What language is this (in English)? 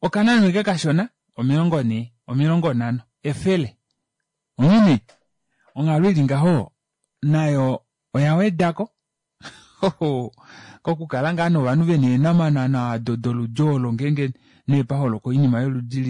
Kuanyama